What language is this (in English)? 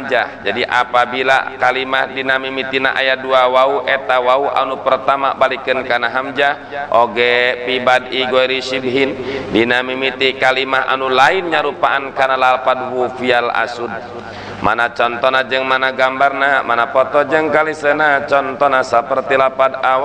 Sundanese